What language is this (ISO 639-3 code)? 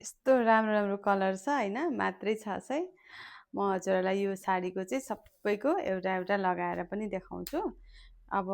nep